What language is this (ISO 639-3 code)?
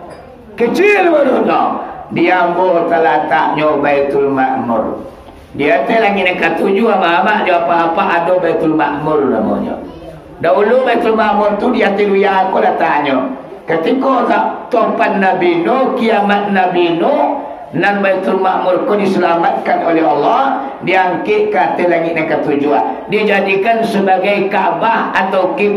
min